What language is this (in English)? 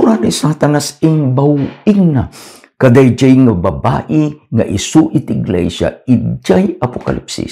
Iloko